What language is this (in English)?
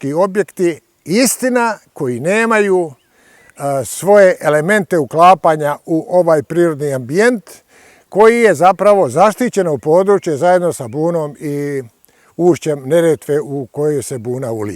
Bosnian